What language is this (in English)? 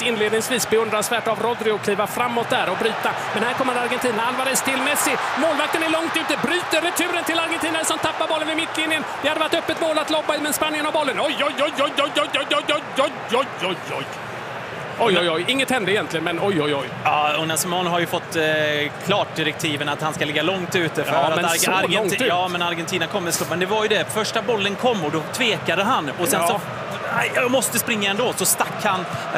Swedish